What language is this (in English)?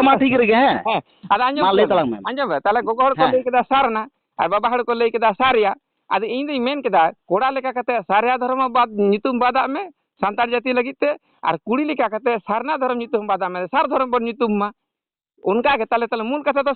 Santali